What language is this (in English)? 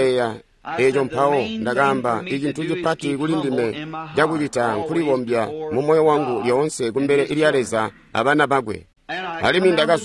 Tonga (Zambia)